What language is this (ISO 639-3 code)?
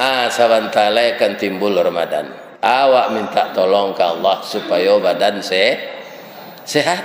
min